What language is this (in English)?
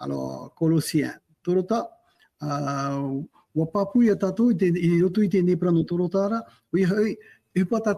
Tahitian